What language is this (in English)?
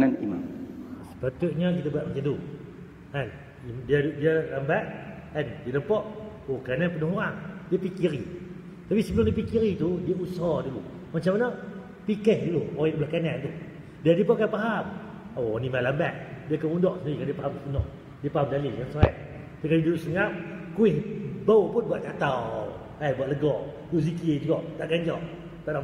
Malay